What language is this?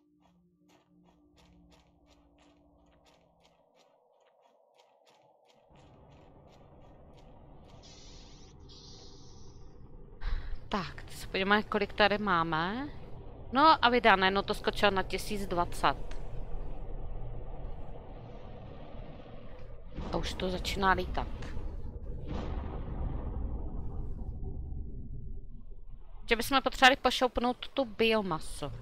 Czech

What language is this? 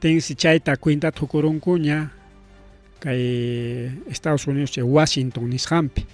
Ayacucho Quechua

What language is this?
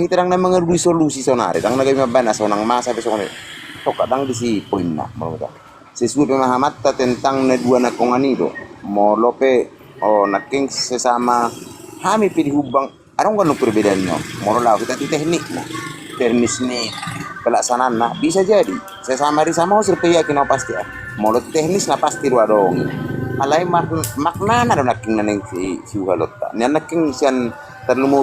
Batak Toba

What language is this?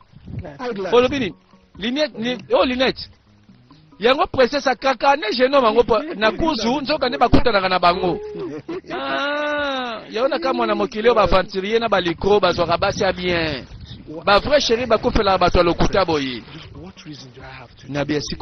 Lingala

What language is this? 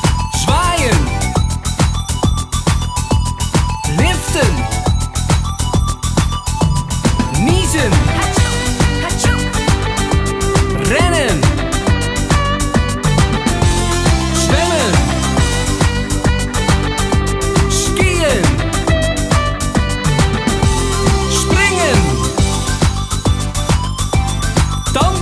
Dutch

